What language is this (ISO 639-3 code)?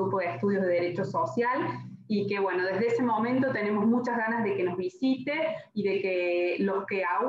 spa